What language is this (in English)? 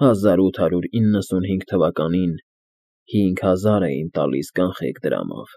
Armenian